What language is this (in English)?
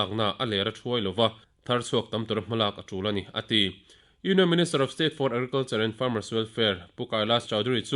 Mizo